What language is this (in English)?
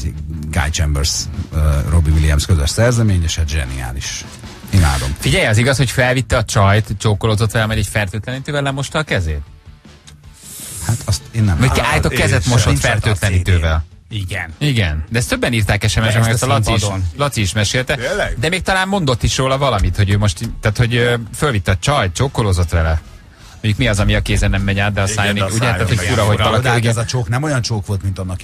Hungarian